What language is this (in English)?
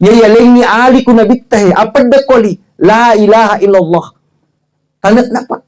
Buginese